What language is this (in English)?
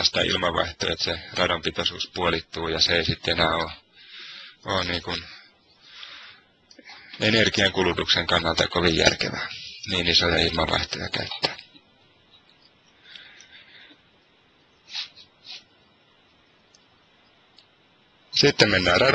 Finnish